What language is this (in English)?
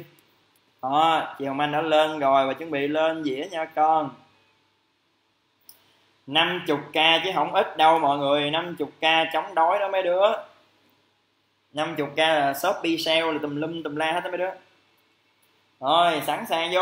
Vietnamese